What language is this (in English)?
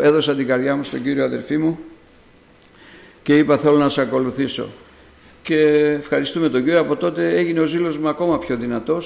Greek